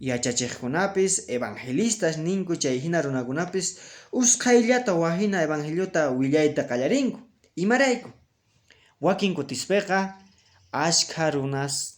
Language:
Quechua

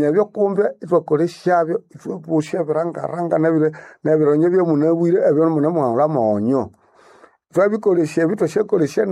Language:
Nande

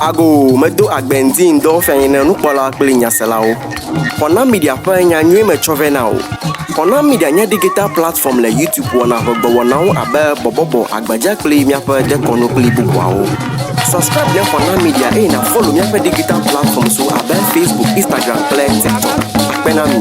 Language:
Ewe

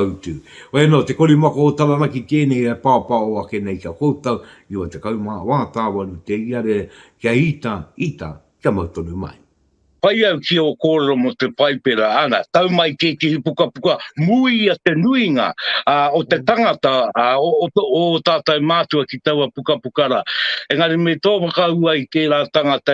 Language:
Māori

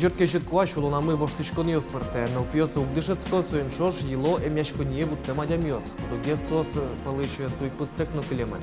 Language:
Udmurt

